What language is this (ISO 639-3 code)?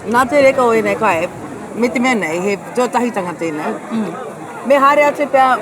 mri